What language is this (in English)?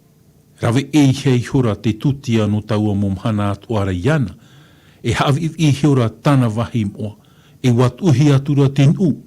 Tahitian